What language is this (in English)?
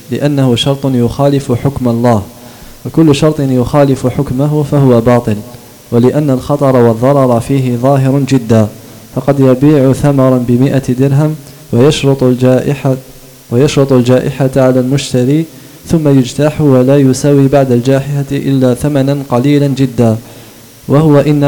Arabic